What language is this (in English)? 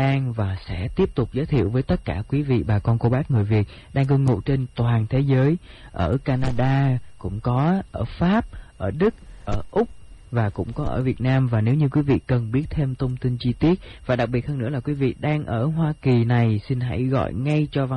Vietnamese